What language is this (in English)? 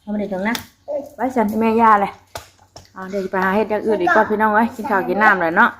Northeastern Thai